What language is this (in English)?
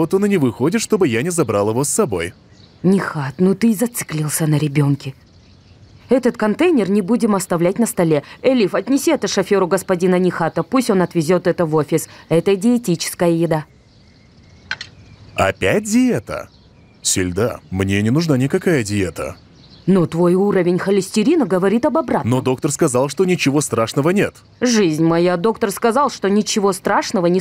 Russian